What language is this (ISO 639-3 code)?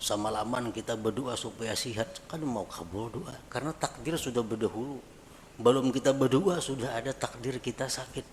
bjn